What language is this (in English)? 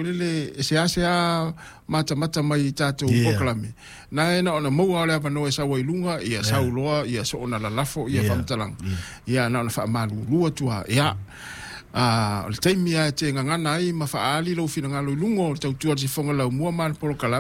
Samoan